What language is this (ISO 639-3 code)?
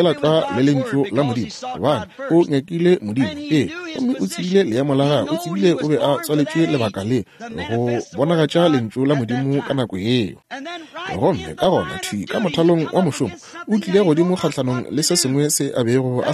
nso